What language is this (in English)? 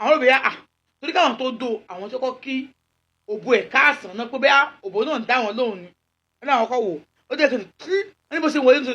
Yoruba